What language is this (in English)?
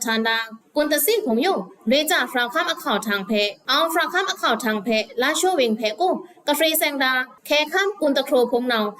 Pa'o Karen